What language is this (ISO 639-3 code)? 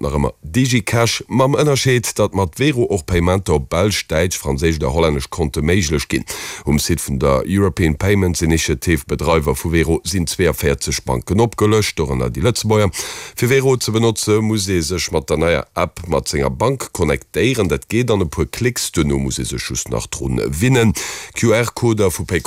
ltz